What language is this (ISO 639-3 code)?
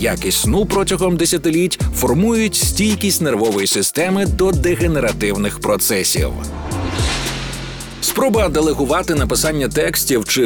ukr